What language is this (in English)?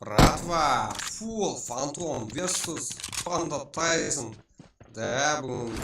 Kara-Kalpak